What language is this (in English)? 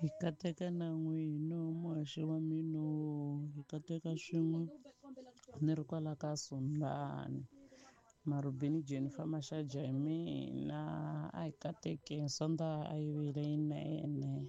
Tsonga